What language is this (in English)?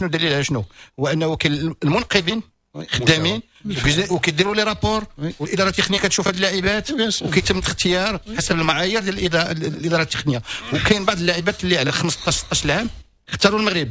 Moroccan Arabic